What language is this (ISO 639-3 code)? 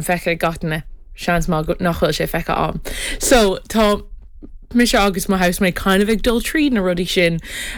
gle